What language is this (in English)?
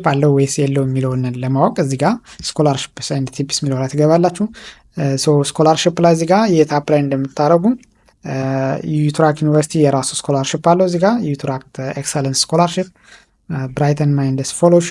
Amharic